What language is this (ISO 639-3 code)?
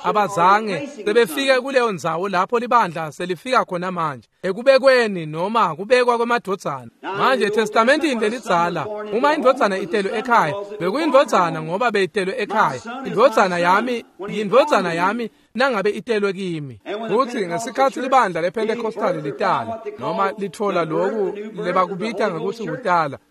ssw